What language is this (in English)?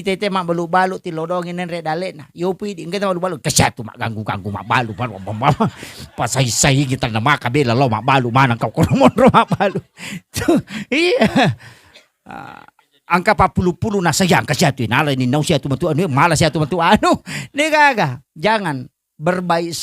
Buginese